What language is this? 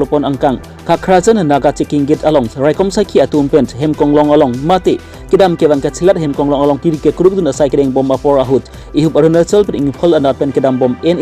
Karbi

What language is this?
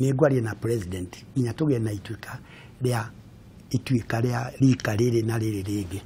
Kikuyu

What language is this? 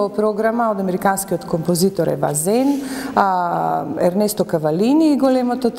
Macedonian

